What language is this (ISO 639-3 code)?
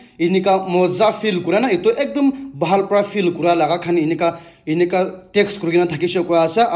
nag